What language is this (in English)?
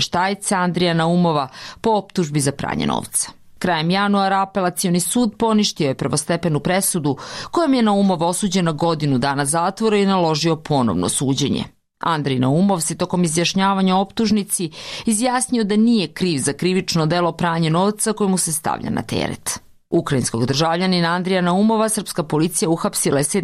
Serbian